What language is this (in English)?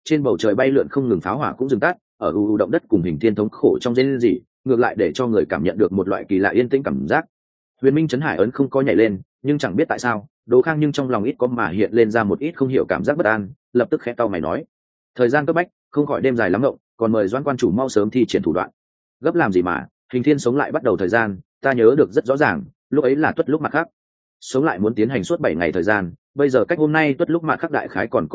Vietnamese